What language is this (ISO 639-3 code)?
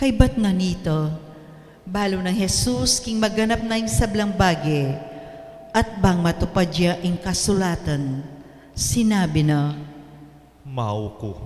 pam